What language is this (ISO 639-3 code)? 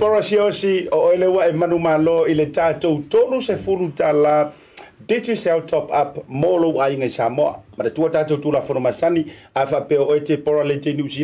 smo